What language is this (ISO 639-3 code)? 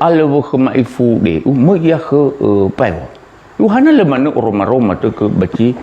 nia